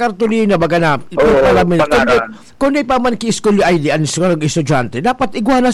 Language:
Bikol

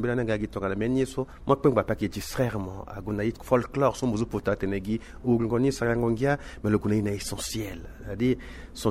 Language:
Sango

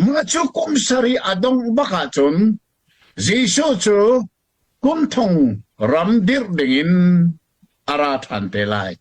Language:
Hakha Chin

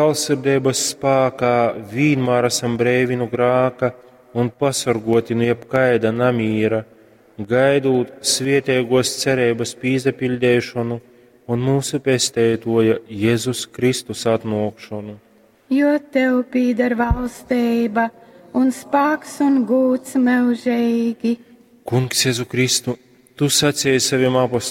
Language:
Latgalian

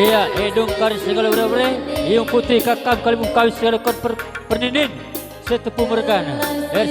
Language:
Batak Karo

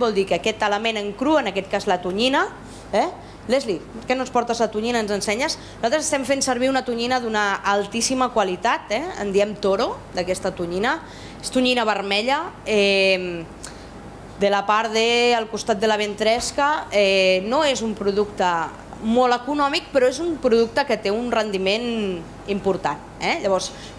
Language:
Catalan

